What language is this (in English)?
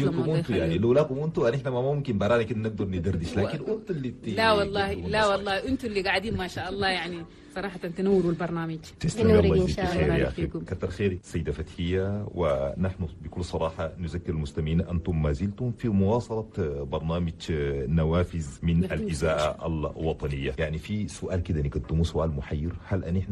Chadian Arabic